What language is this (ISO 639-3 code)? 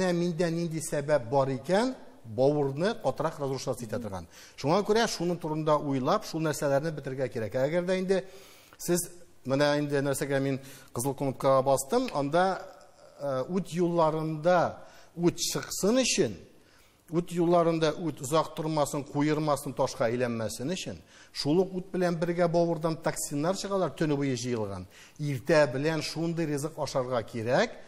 tat